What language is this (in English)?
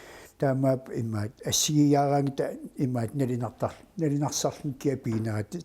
Kalaallisut